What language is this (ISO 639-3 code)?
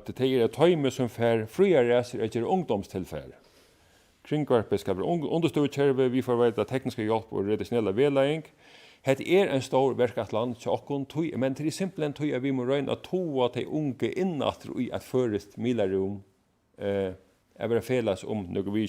fao